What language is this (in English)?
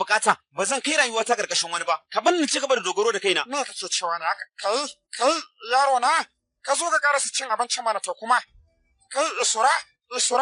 Hausa